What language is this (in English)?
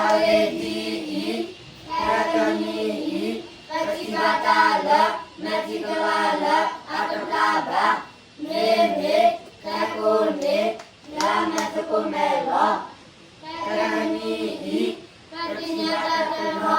S'gaw Karen